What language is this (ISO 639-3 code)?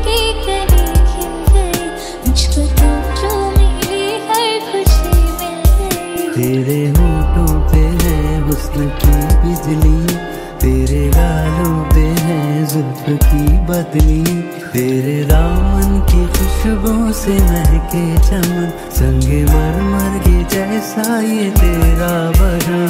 hin